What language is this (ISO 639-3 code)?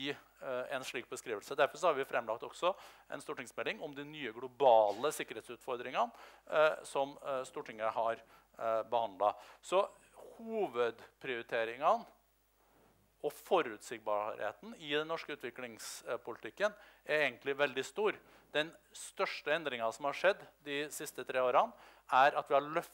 nor